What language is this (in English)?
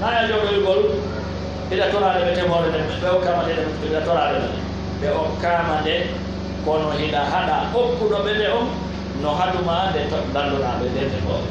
Pular